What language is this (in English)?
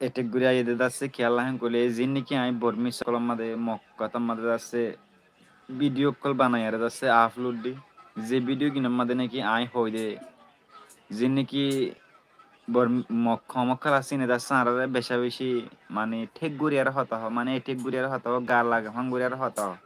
Rohingya